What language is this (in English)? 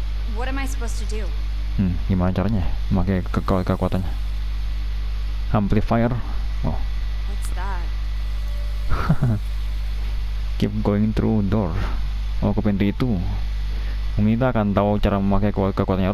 Indonesian